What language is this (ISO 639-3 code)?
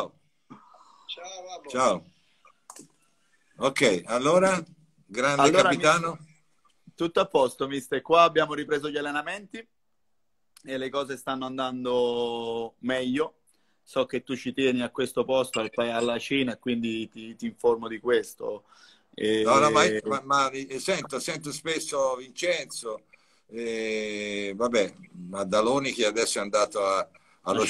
ita